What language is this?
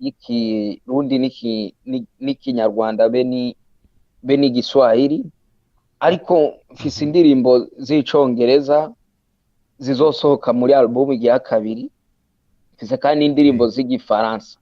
Rundi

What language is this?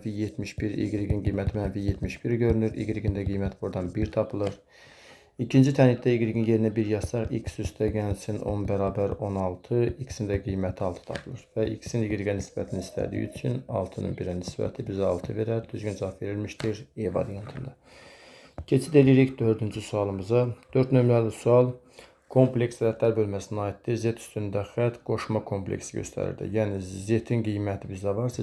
Azerbaijani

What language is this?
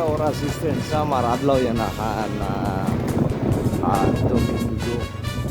Waray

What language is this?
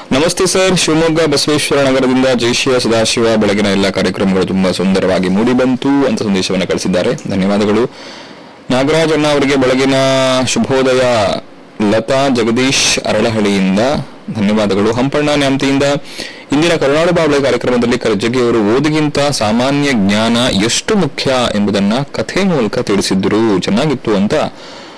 Kannada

